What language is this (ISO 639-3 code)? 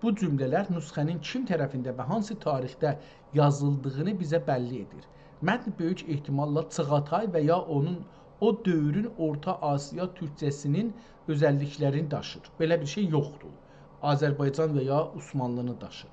azb